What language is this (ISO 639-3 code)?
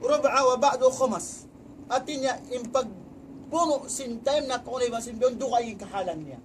tsg